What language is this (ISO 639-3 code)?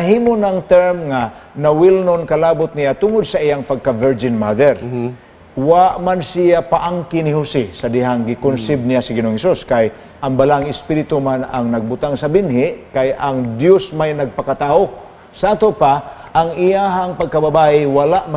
ceb